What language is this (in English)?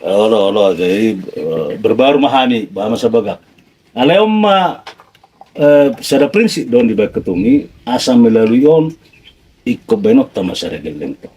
Batak Toba